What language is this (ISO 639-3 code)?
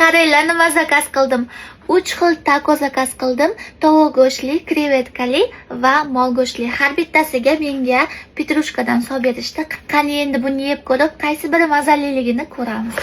uzb